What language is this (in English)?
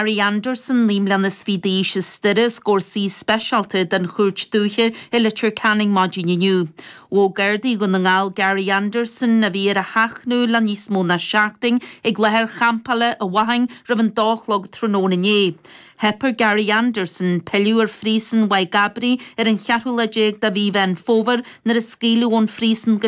Irish